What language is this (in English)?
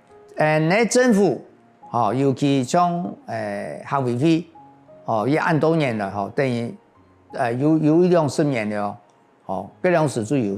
Hakka Chinese